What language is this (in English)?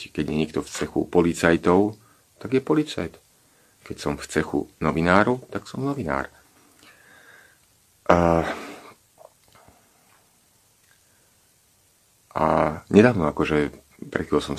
Slovak